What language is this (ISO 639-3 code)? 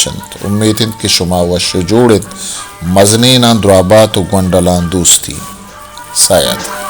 bal